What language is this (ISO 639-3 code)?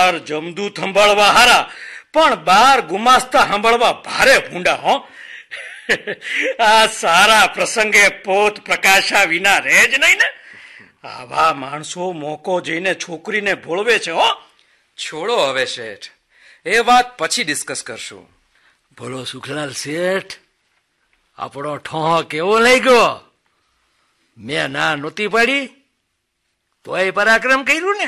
guj